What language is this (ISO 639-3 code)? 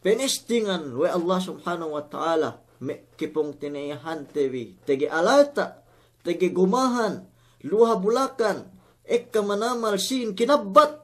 yka